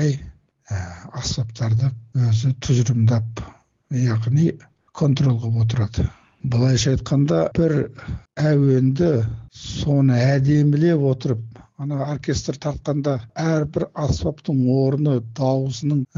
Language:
Kazakh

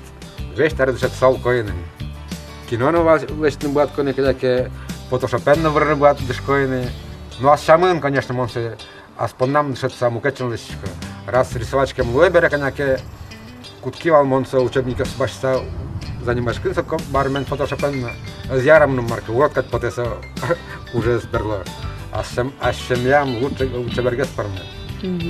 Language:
Udmurt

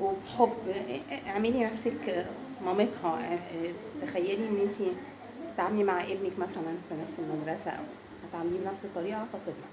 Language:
Egyptian Arabic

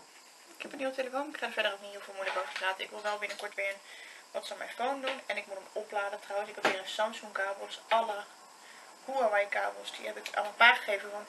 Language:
Dutch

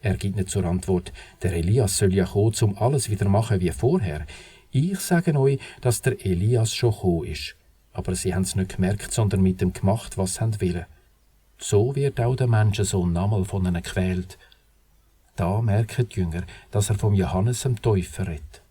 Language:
Swiss German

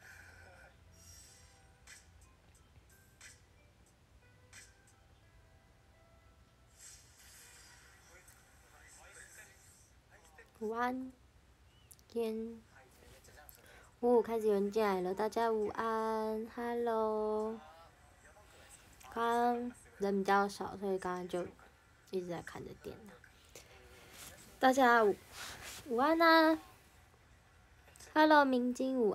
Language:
Chinese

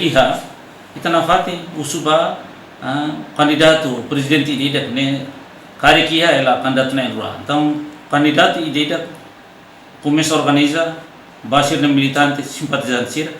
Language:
Tetum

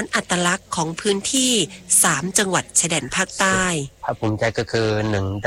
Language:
Thai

